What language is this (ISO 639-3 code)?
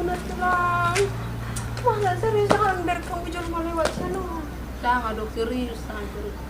bbc